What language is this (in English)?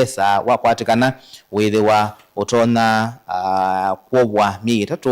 Kamba